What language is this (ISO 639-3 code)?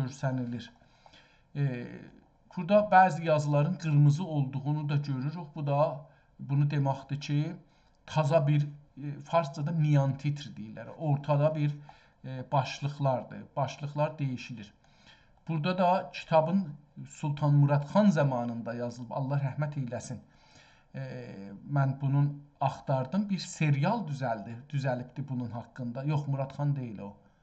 azb